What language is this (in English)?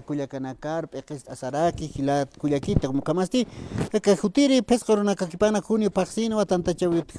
Aymara